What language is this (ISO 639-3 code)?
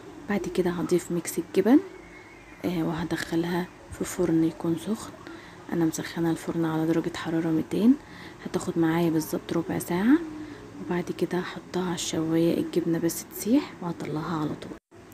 arz